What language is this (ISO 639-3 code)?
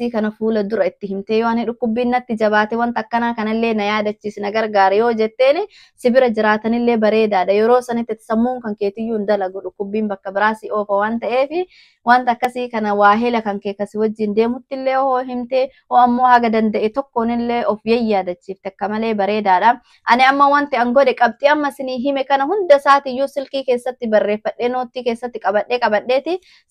orm